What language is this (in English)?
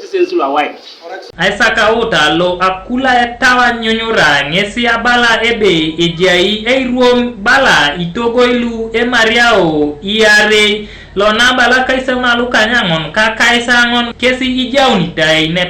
Teso